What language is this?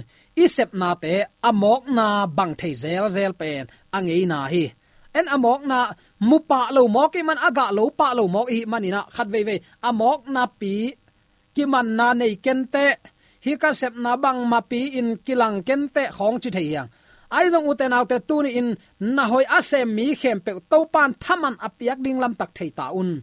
Tedim Chin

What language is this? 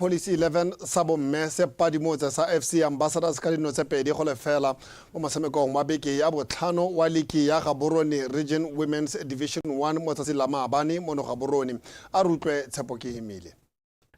Tswana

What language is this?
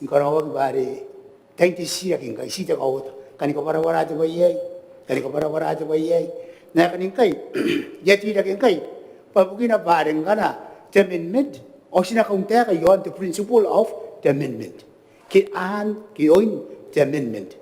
Gilbertese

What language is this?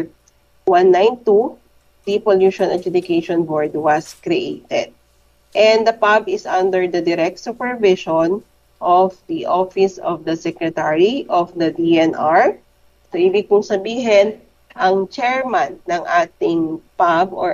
Filipino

